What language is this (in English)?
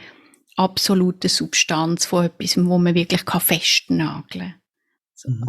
Swiss German